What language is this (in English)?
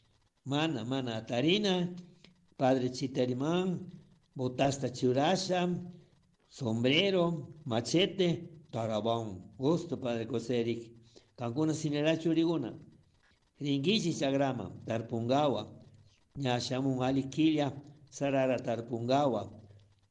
Chimborazo Highland Quichua